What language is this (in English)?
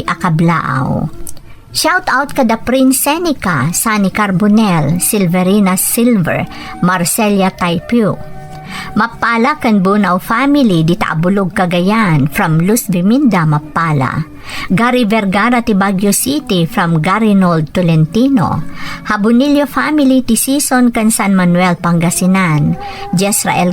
Iloko